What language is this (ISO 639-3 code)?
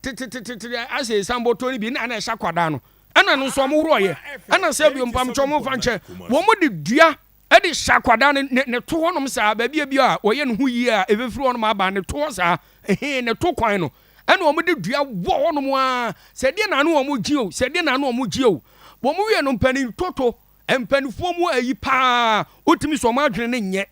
aka